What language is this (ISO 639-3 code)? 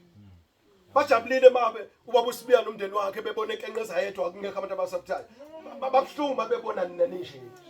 zul